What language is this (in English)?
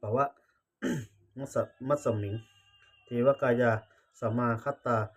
Pali